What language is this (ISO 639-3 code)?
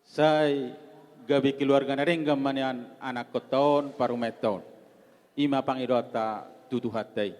bbc